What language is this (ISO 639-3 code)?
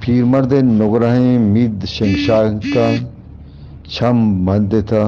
bgp